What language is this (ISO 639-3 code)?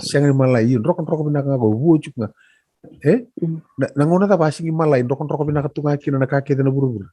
fij